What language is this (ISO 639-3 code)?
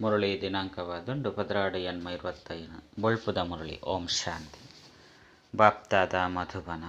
tcy